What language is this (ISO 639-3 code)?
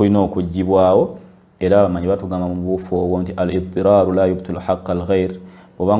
lug